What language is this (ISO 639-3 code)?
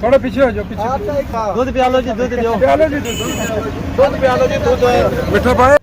phr